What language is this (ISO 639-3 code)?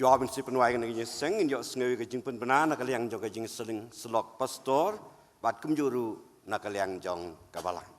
kha